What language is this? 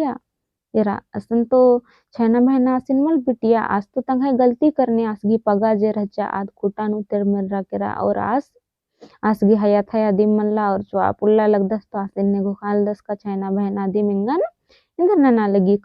Kurukh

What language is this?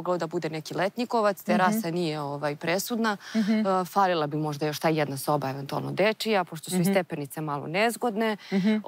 Serbian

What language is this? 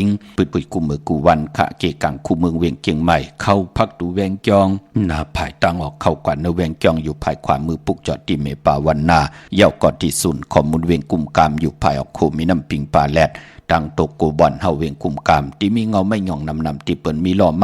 Shan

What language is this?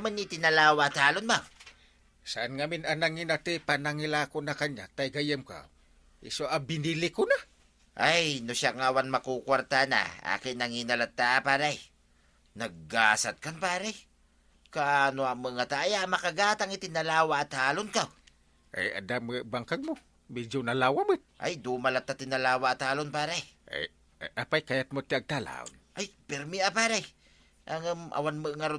Iloko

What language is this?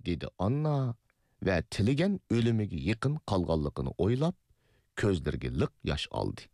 Uyghur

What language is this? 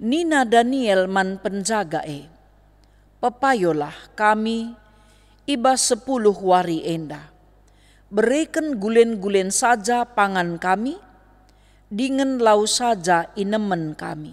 Batak Karo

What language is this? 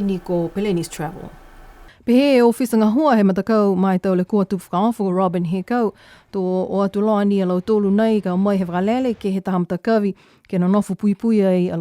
Niuean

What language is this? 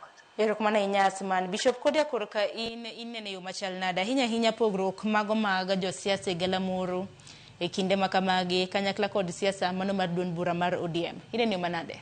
Luo (Kenya and Tanzania)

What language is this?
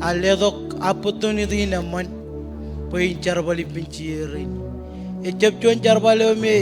Marshallese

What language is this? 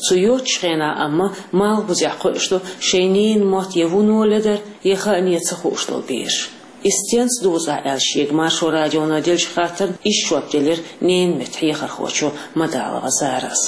Chechen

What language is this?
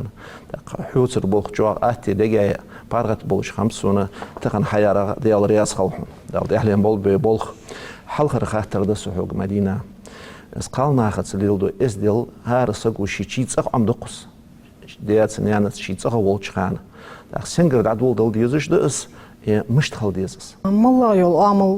Ingush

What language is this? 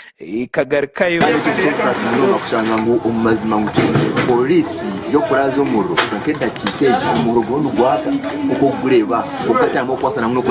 Nyankole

